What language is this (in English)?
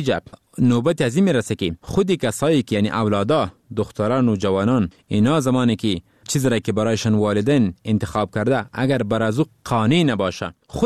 Persian